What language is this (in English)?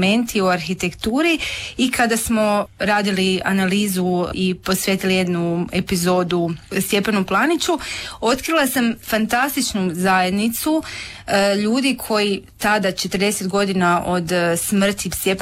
Croatian